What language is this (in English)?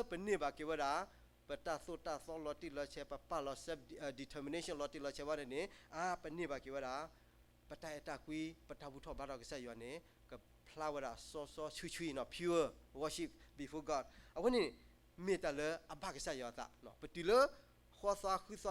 S'gaw Karen